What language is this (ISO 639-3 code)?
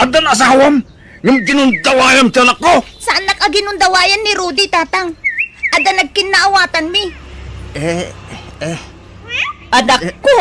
ilo